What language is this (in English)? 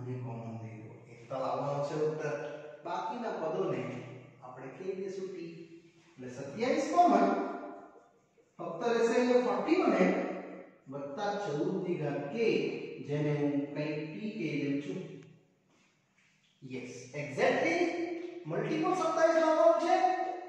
Gujarati